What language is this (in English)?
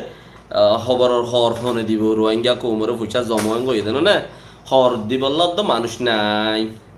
Rohingya